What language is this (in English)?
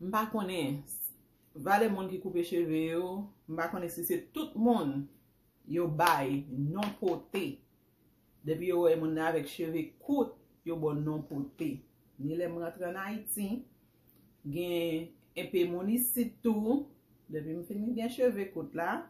Haitian Creole